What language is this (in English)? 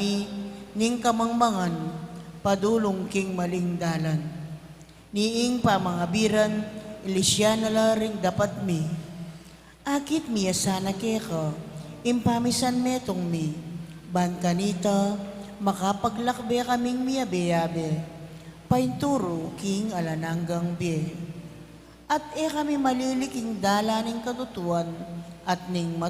Pampanga